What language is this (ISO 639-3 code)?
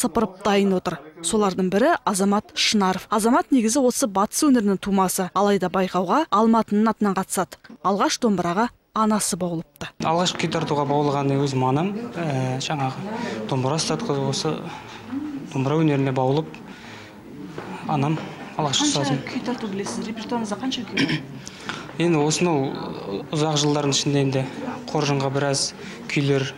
kaz